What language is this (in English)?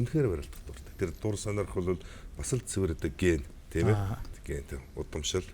Mongolian